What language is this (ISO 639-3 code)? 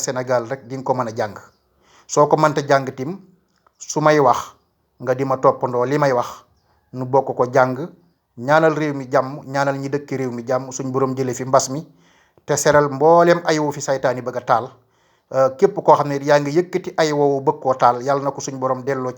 wol